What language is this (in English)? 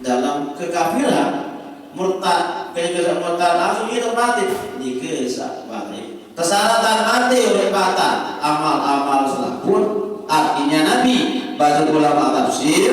Sasak